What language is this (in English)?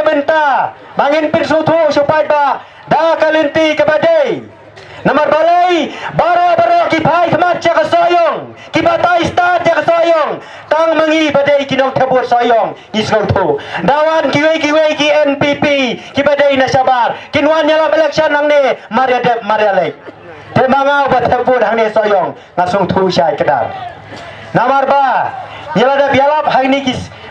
Khasi